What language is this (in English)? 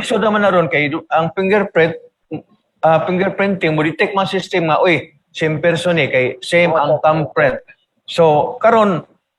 Cebuano